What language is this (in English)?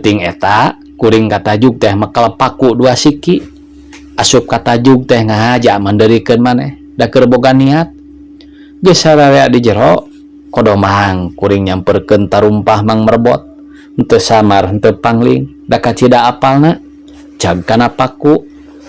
Sundanese